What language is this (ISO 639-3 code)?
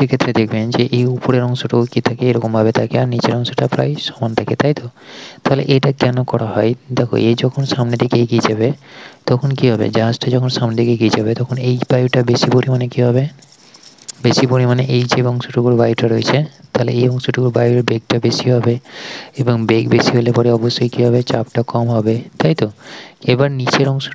ben